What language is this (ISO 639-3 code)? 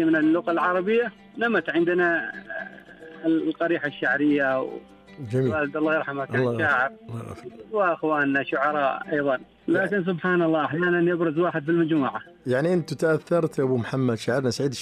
ars